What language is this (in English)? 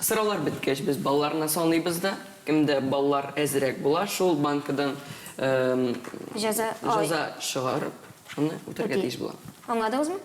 Tatar